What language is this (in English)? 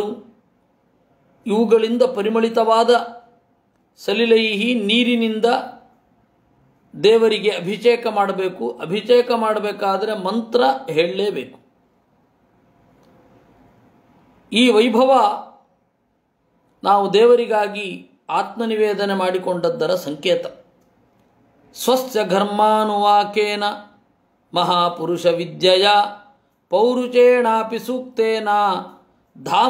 Kannada